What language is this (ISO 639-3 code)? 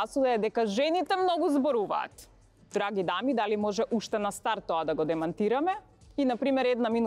mkd